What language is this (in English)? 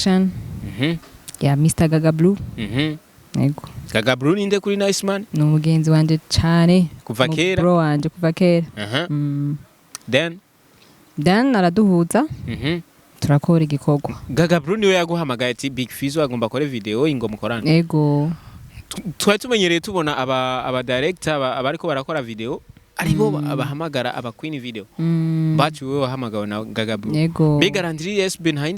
Rundi